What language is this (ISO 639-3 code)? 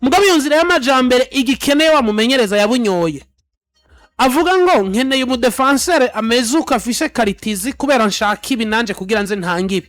run